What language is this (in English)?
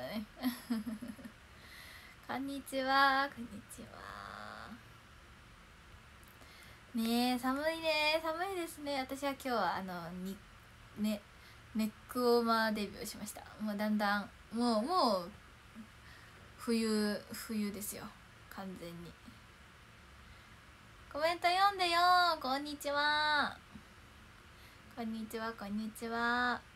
Japanese